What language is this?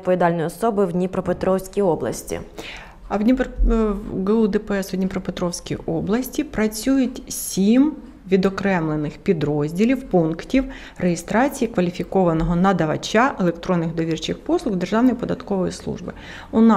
Ukrainian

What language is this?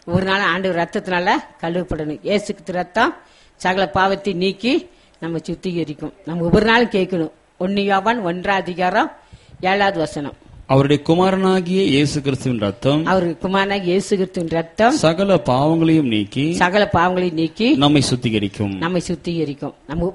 Tamil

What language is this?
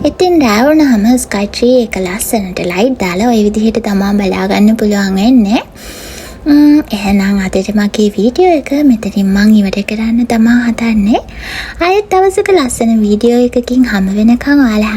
Sinhala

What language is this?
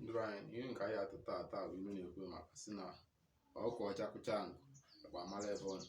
Igbo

